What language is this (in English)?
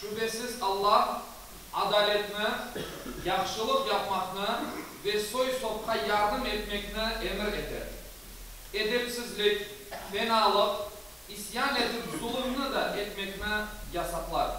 Crimean Tatar